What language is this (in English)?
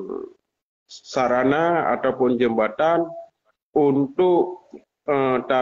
Achinese